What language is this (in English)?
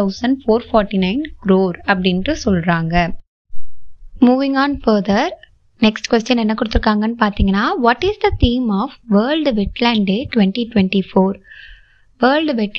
Tamil